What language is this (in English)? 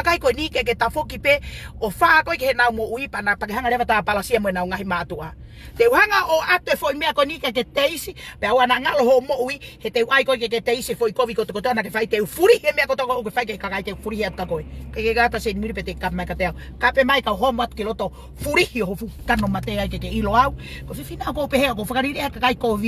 Tongan